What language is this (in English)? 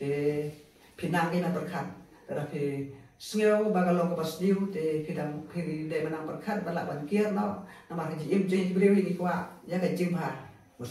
Khasi